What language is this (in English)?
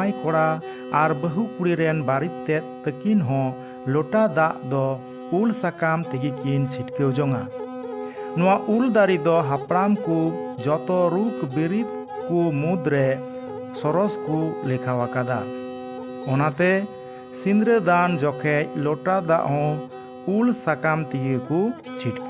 Santali